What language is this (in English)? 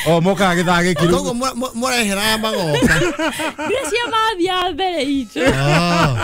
Kikuyu